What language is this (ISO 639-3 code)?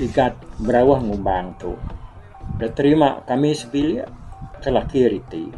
iba